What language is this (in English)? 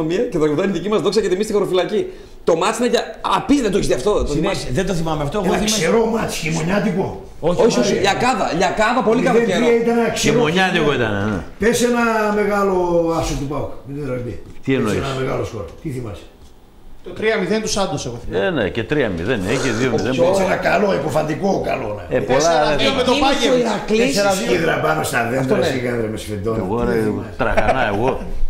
Greek